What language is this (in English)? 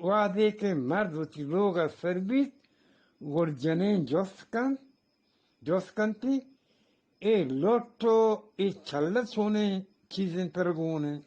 Eastern Balochi